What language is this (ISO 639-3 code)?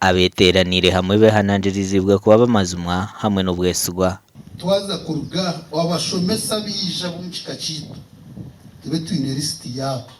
nyn